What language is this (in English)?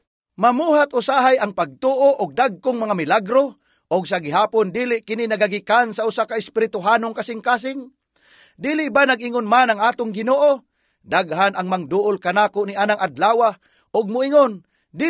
Cebuano